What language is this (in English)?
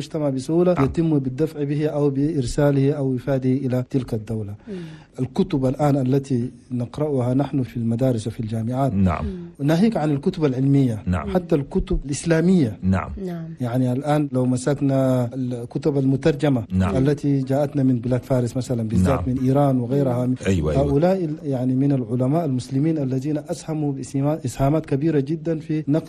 Chadian Arabic